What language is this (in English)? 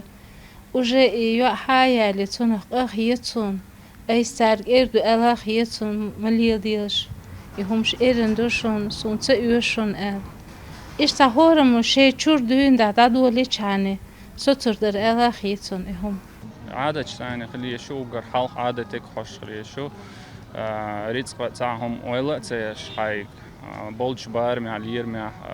Chechen